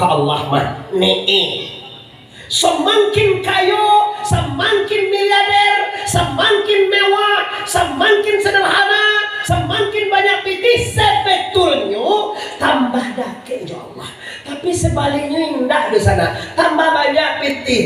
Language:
Minangkabau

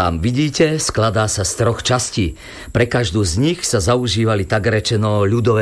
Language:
Slovak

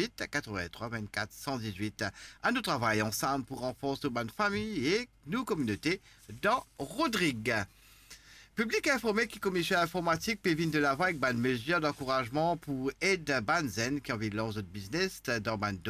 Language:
Morisyen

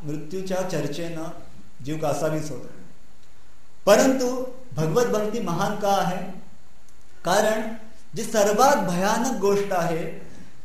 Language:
Marathi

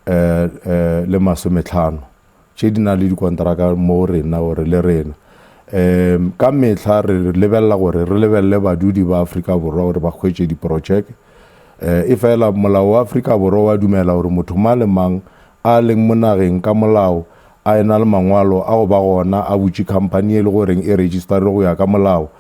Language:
Northern Sotho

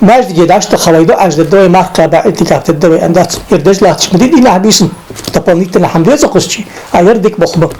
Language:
Ingush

